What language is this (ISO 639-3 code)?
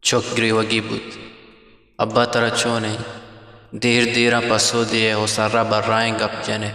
bgp